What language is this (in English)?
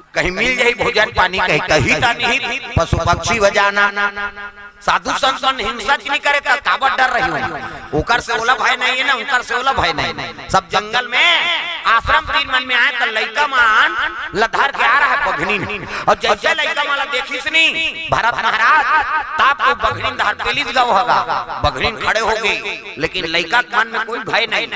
Chhattisgarhi